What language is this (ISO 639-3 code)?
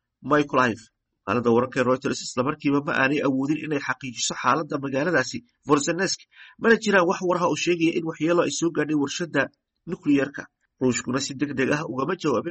som